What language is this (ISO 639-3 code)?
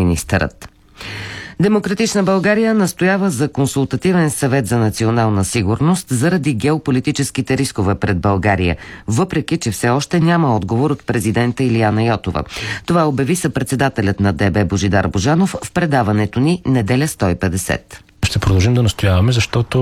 bul